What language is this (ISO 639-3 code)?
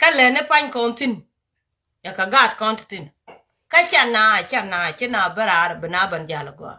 nus